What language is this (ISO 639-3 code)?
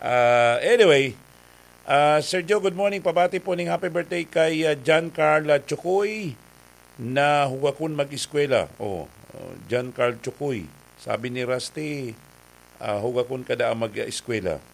bik